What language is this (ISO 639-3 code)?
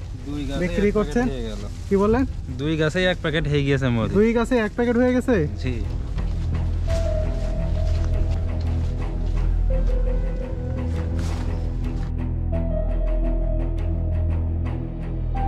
ben